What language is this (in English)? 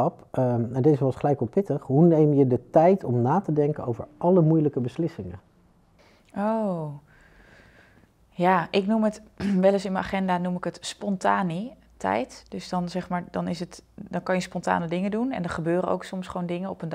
Dutch